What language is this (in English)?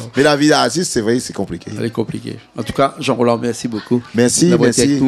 Réunion Creole French